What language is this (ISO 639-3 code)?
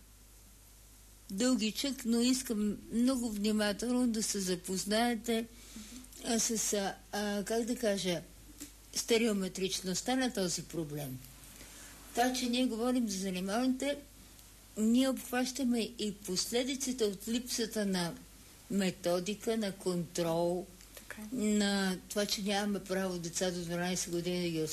bul